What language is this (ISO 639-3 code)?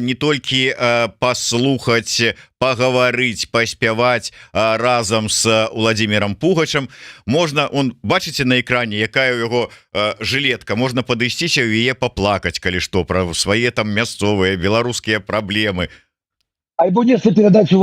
bel